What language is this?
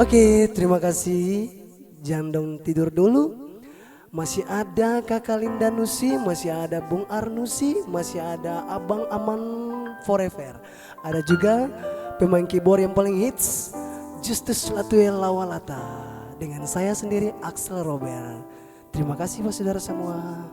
Ambonese Malay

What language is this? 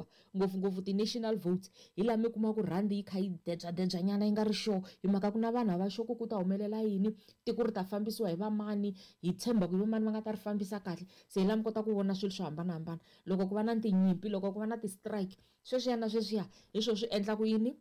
Tsonga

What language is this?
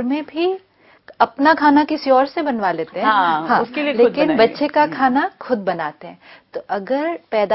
Hindi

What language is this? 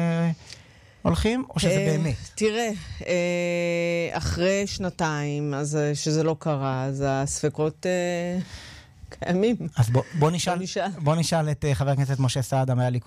Hebrew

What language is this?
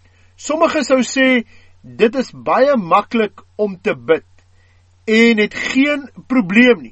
Afrikaans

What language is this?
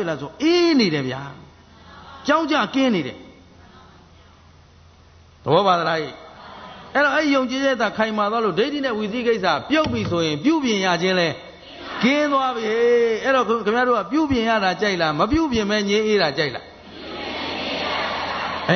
Burmese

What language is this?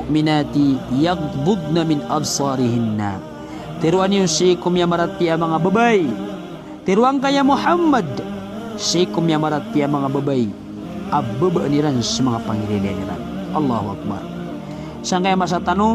Maranao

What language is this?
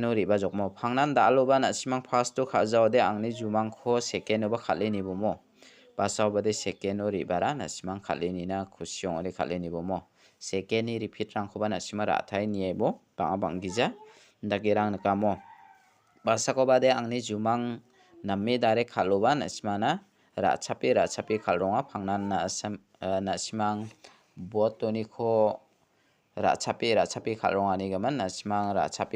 Garo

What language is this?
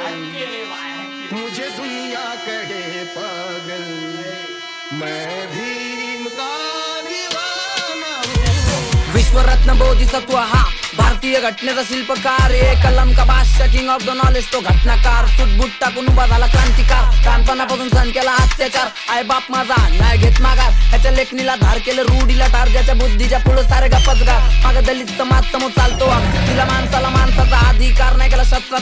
Marathi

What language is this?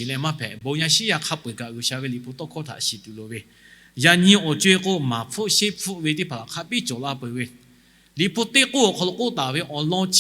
Lahu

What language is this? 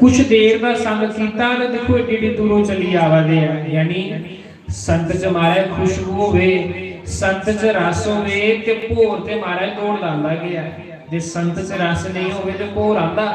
Dogri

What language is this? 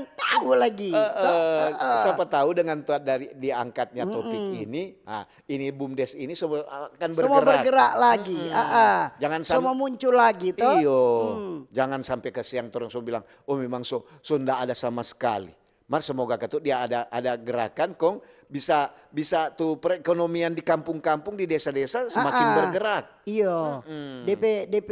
Manado Malay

